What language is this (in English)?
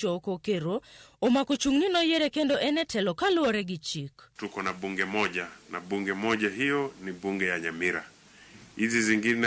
Luo (Kenya and Tanzania)